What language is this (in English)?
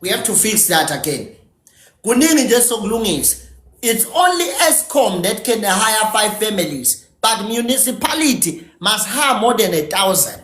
Zulu